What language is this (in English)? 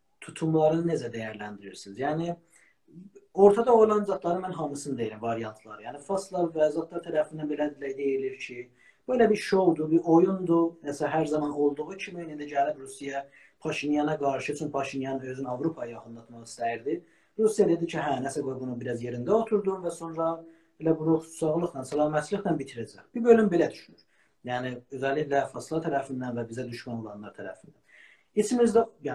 South Azerbaijani